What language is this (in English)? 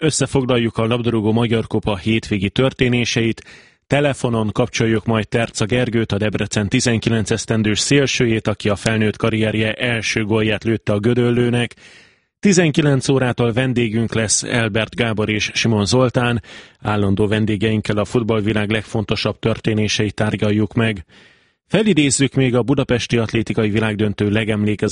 Hungarian